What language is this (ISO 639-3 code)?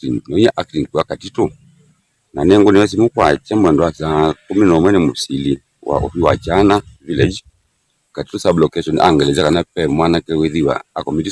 kam